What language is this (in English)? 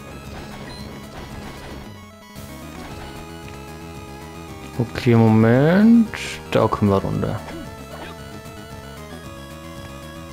German